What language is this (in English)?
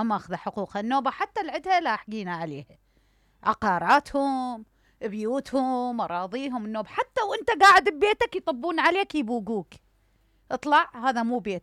Mesopotamian Arabic